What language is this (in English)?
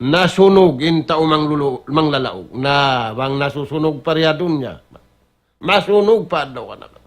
Tausug